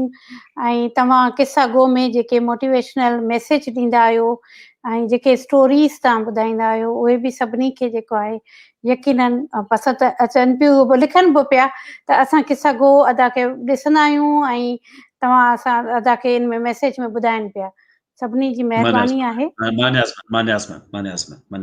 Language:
Sindhi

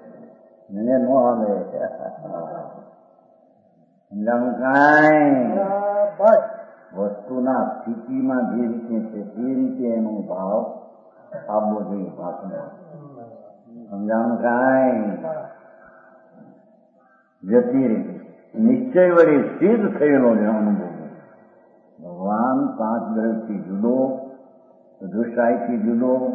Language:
Gujarati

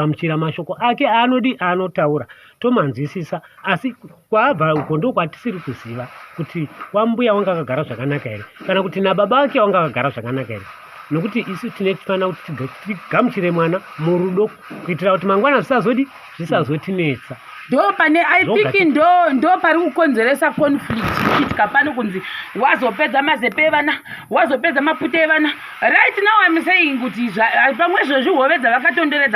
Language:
Shona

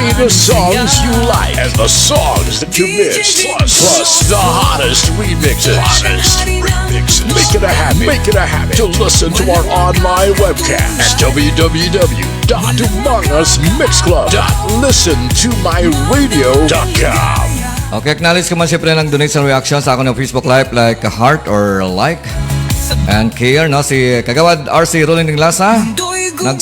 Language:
Hiligaynon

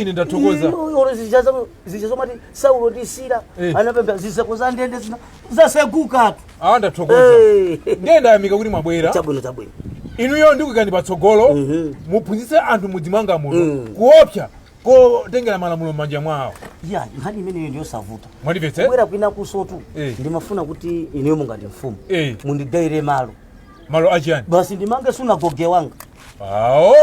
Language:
Nyanja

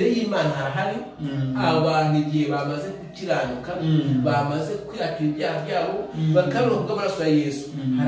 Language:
Kinyarwanda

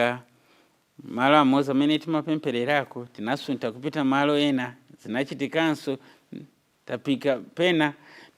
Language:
Nyanja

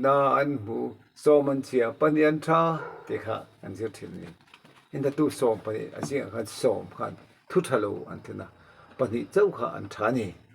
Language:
Mizo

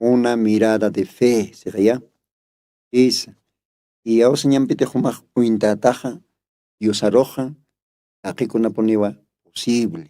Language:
Aymara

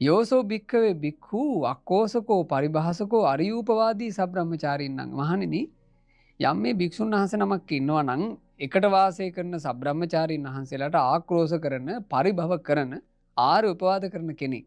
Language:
Sinhala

